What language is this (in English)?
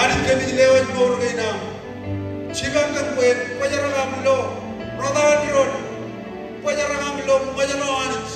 Marshallese